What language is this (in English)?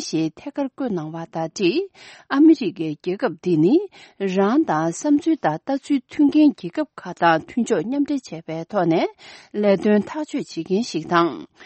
Tibetan